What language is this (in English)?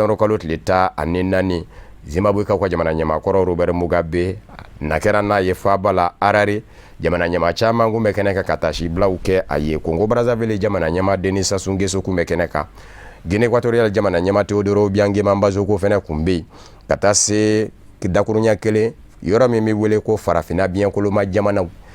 Bambara